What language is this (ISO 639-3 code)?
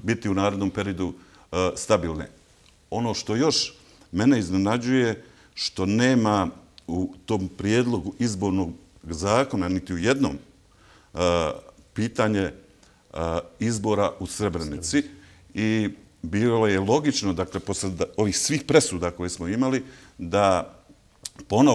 bos